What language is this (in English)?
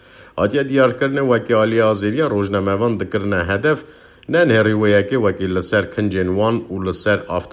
Kurdish